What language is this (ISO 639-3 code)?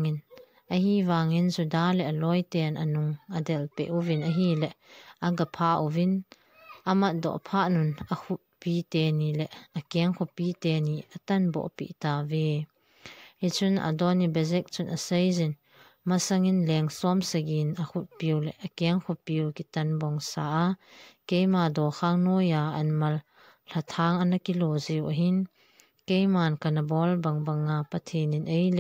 tcz